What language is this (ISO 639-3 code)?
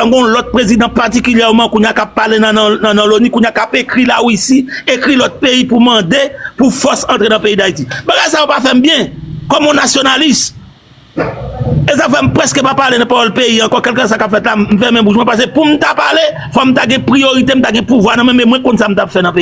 hat